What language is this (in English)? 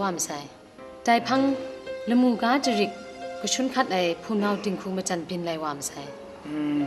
Kachin